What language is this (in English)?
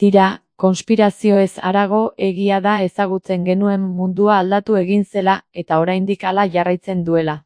Basque